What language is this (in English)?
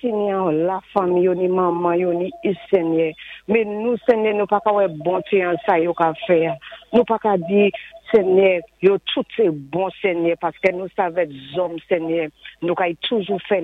Saint Lucian Creole French